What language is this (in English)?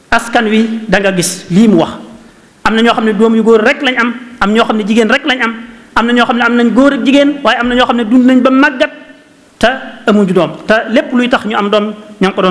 Wolof